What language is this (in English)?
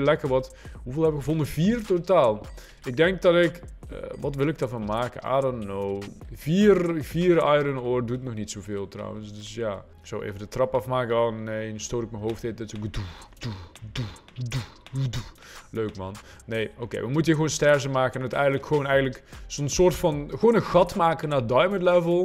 Dutch